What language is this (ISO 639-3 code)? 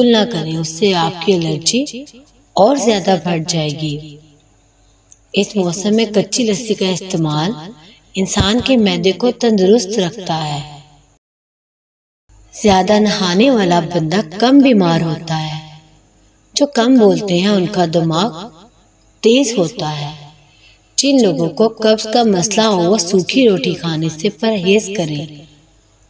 urd